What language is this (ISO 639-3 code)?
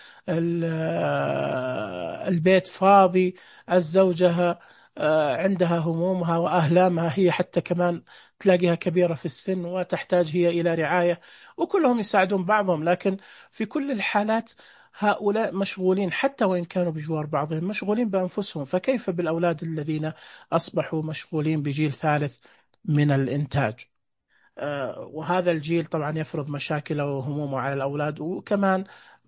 ars